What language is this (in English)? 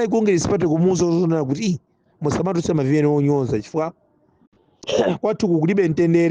Nyanja